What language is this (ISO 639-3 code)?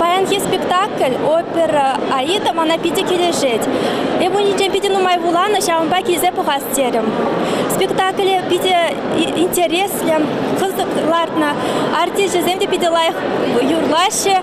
chv